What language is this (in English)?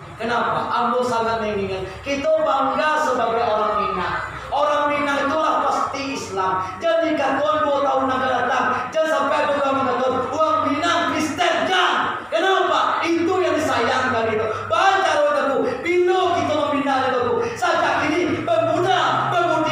Minangkabau